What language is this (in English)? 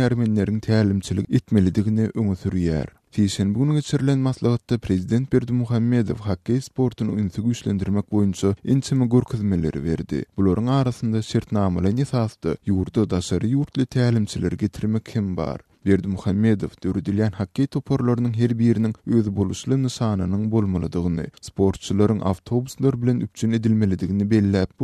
Turkmen